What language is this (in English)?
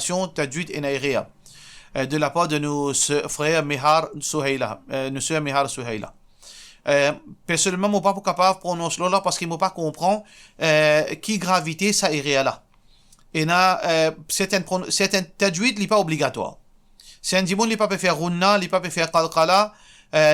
Morisyen